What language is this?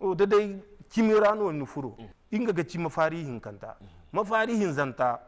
Zarma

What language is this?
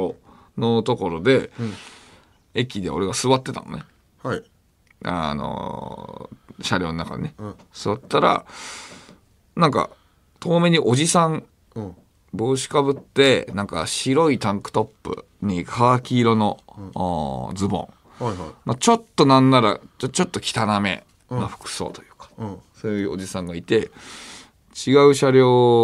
Japanese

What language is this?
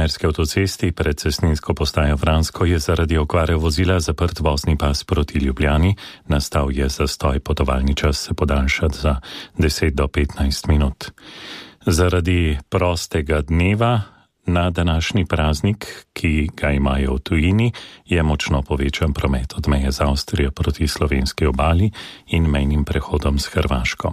Slovenian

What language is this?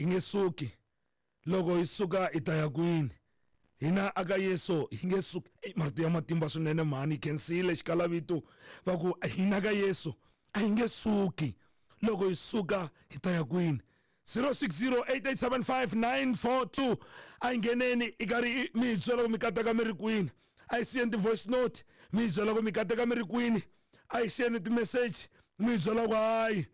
Tsonga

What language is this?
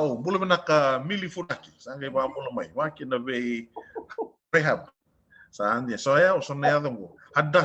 Fijian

